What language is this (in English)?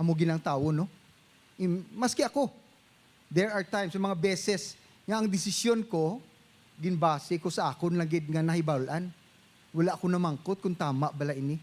Hiligaynon